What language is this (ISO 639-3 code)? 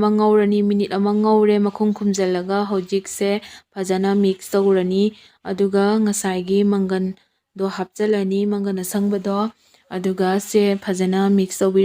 mni